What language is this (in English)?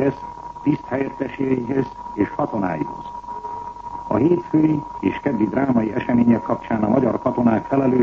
Hungarian